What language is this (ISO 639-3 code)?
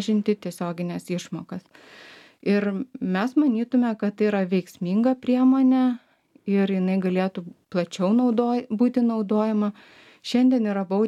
lit